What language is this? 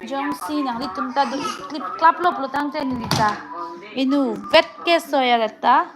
Karbi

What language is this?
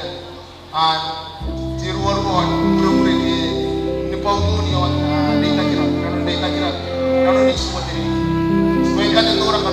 Gilbertese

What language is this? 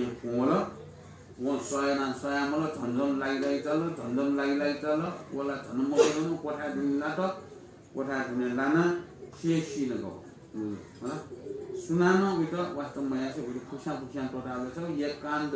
Newari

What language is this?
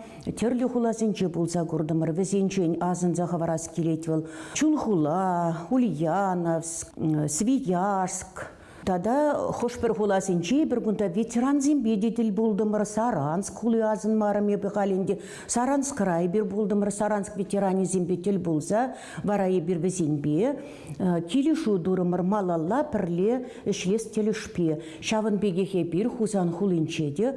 Chuvash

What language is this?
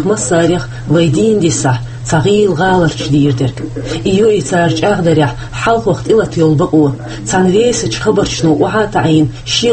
Chechen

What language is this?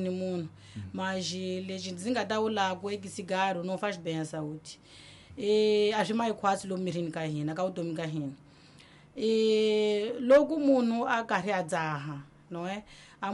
Tsonga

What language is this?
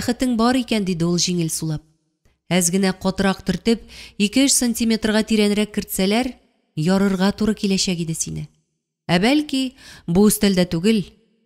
Tatar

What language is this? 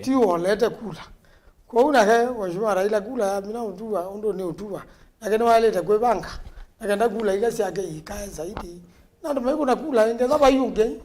Kamba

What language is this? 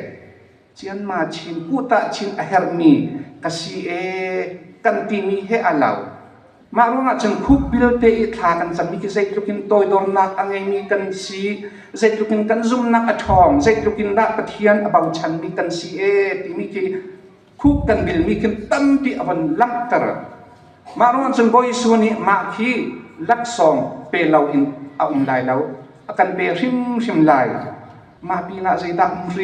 Hakha Chin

